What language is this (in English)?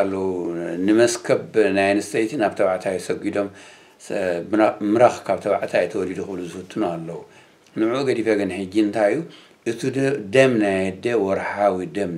Tigrinya